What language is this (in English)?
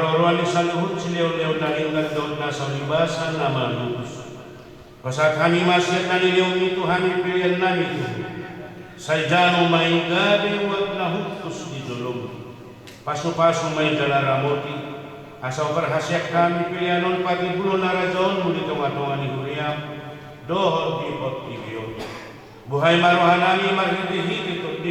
Batak Toba